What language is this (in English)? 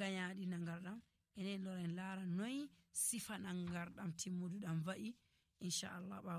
Nigerian Fulfulde